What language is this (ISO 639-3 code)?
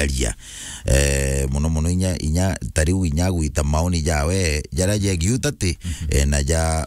mer